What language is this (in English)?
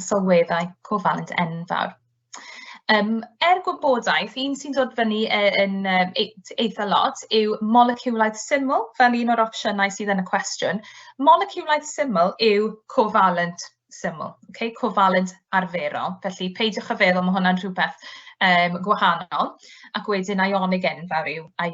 Welsh